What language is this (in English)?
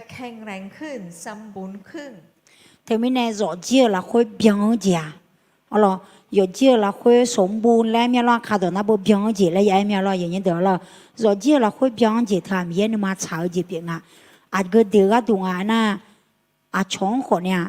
Akha